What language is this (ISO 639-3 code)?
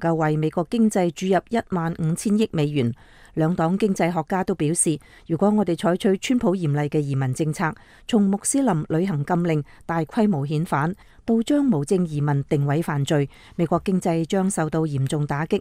yue